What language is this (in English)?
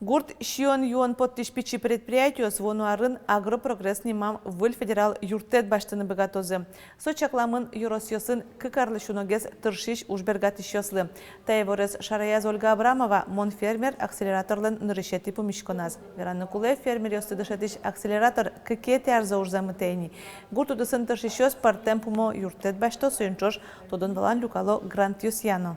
Udmurt